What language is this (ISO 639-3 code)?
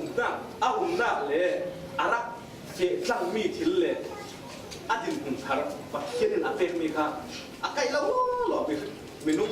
cfm